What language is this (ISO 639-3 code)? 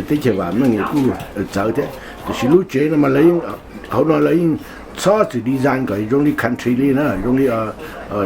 hmn